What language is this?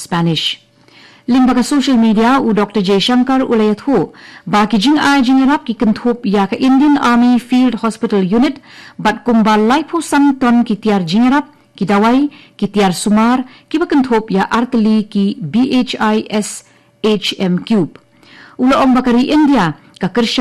Khasi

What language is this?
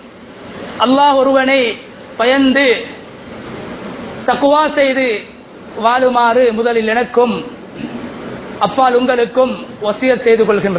Tamil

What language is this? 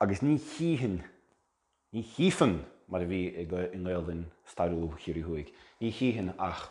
Irish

